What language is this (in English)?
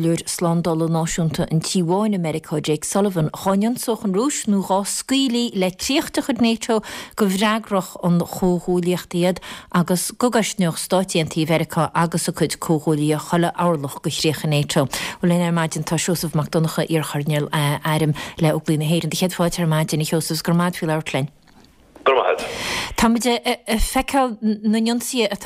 Irish